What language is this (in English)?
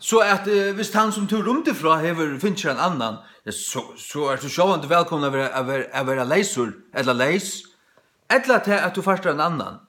Faroese